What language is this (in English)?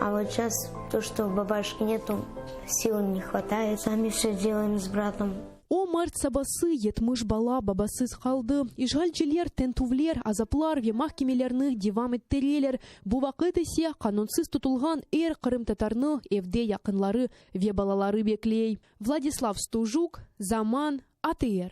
Crimean Tatar